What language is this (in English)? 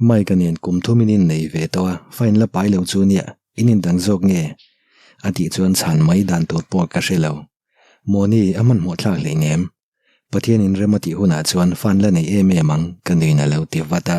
Mizo